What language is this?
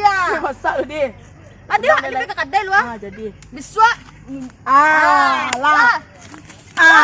Minangkabau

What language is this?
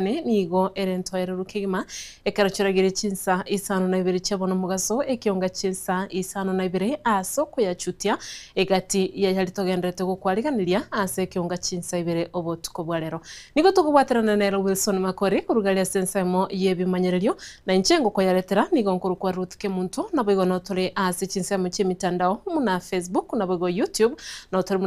Gusii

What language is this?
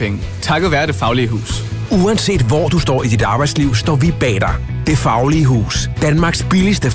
Danish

